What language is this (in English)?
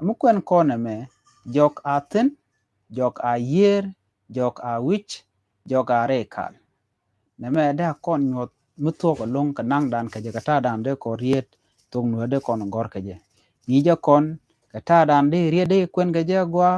Nuer